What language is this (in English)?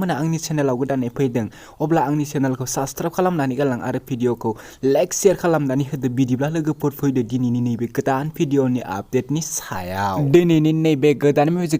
Bodo